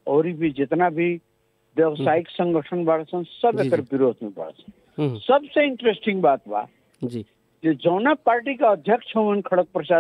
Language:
Bhojpuri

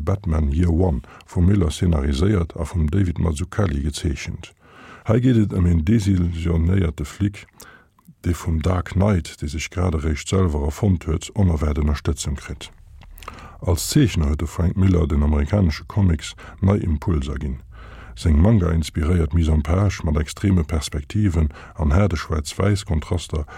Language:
Luxembourgish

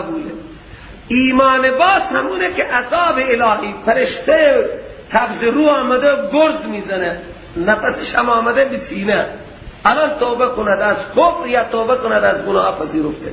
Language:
Persian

